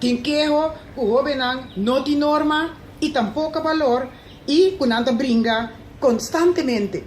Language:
Papiamento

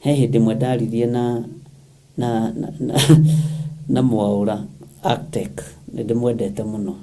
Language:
Kikuyu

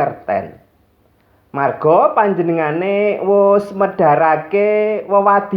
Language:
Javanese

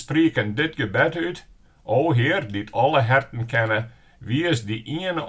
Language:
Western Frisian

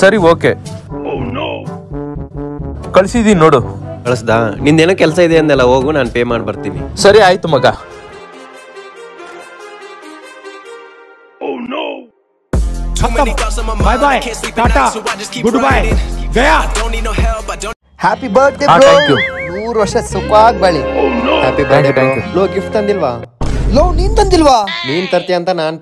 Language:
Kannada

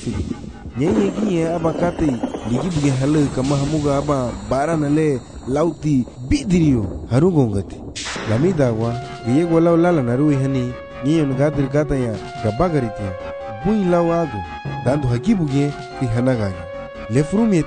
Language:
Garifuna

